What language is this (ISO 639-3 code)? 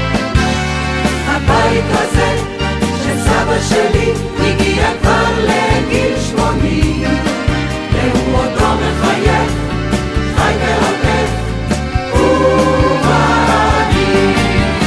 heb